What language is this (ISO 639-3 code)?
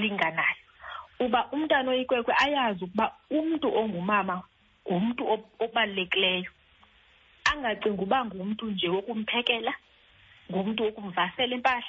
xho